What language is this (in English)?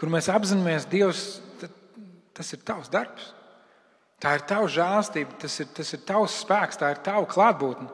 Latvian